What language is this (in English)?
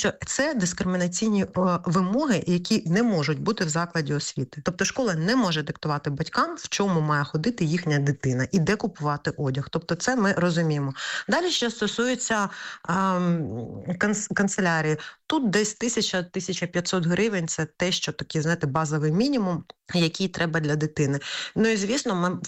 Ukrainian